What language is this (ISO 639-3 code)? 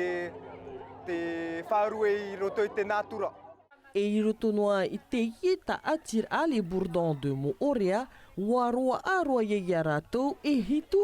tah